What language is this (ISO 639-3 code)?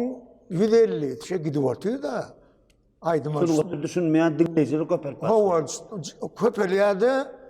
tuk